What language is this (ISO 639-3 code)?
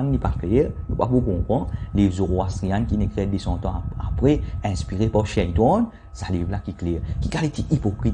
mfe